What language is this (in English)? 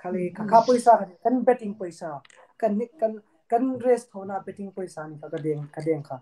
Hmar